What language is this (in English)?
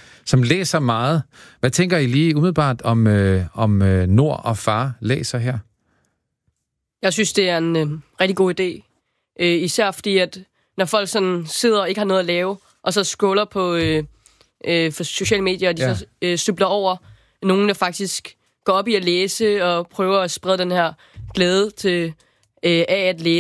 Danish